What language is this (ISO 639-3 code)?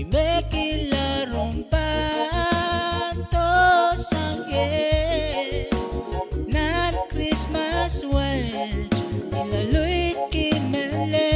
pon